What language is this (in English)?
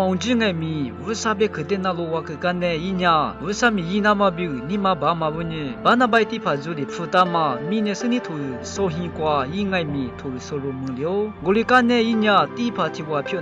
Lisu